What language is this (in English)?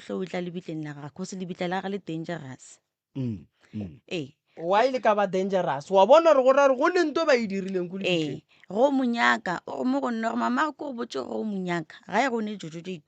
Northern Sotho